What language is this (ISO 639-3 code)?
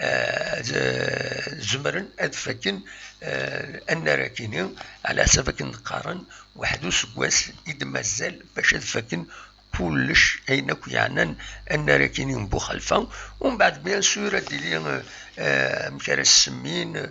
kab